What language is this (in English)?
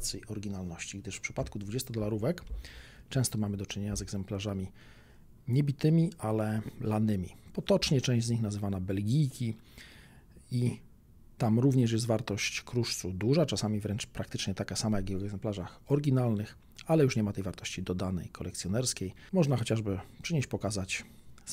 Polish